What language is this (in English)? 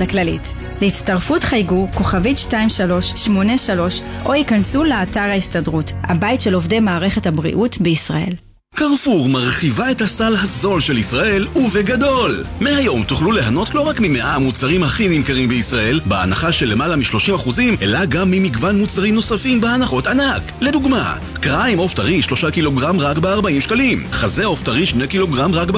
Hebrew